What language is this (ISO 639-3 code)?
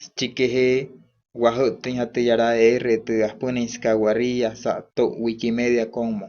guc